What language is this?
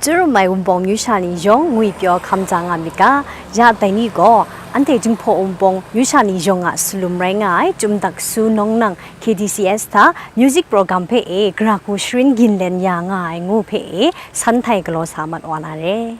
Kachin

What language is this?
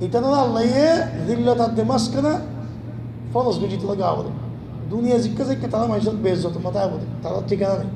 Rohingya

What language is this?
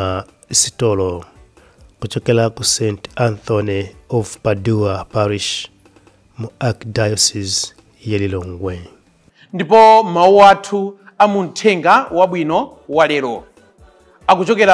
Nyanja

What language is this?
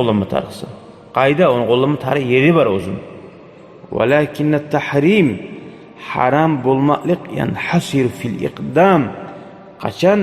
Kumyk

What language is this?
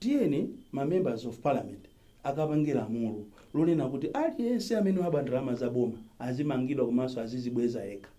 Nyanja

